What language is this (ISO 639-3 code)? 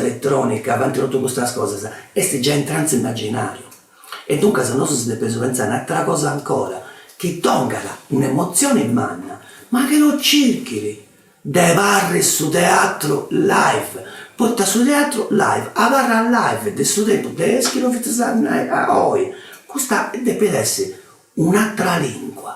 srd